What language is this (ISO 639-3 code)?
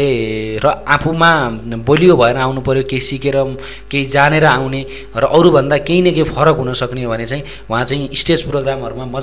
nep